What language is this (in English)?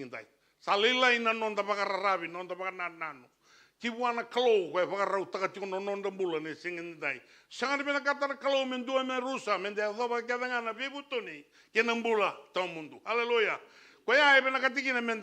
Fijian